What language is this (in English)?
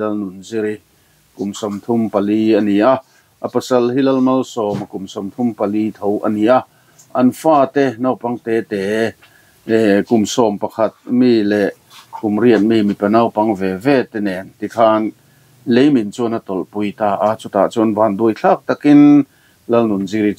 Mizo